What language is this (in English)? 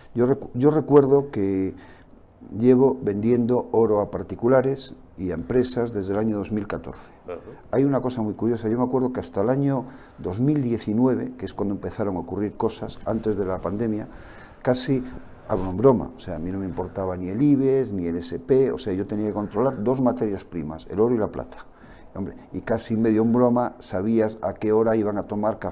Spanish